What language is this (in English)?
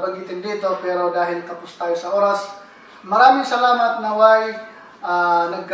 Filipino